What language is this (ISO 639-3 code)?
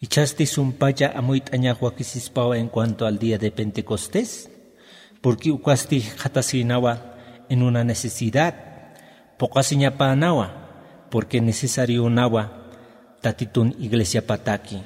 aym